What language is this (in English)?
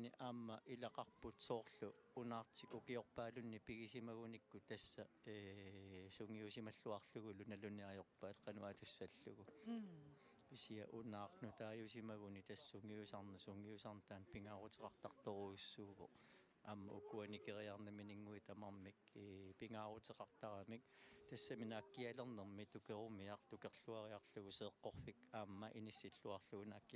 Kalaallisut